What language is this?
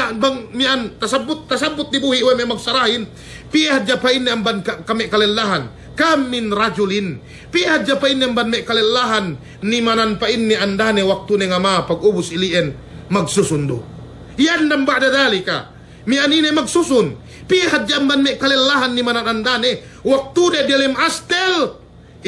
Yakan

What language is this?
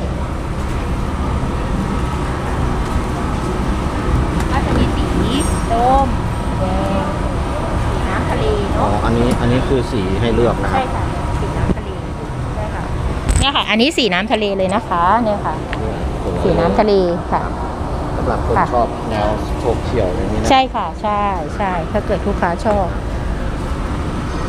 Thai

